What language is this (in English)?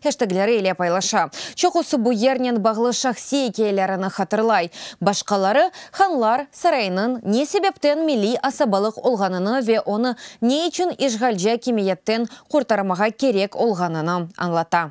Crimean Tatar